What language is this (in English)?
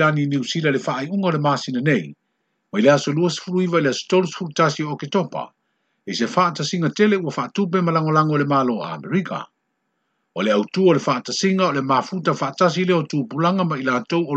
Samoan